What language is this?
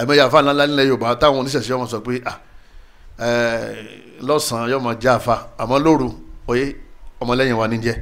Yoruba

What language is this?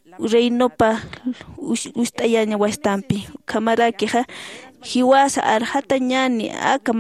Aymara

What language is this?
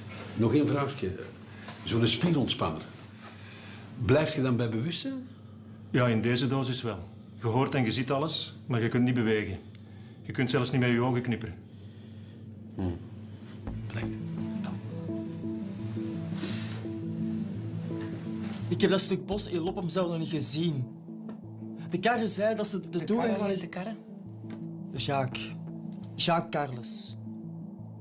Dutch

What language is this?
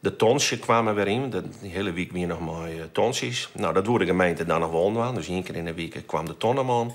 Western Frisian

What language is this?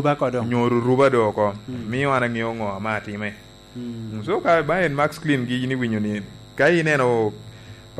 Lango (Uganda)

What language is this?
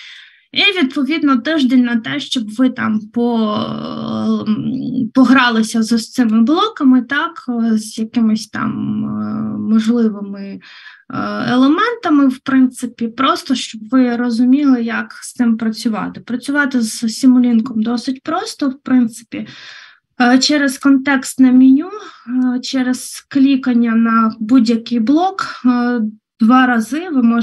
Ukrainian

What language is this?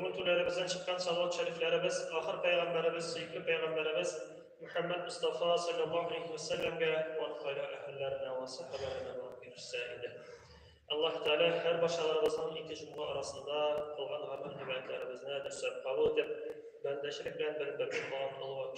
Tatar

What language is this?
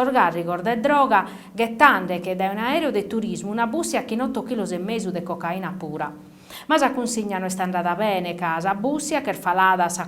Sardinian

